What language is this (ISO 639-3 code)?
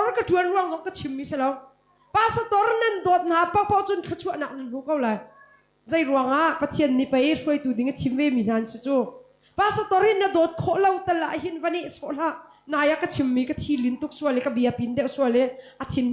cnh